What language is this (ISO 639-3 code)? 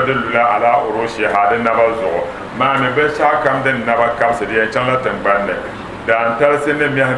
dag